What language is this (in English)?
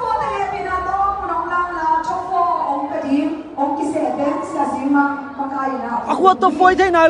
Tedim Chin